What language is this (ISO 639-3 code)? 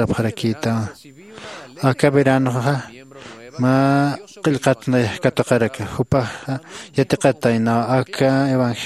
aym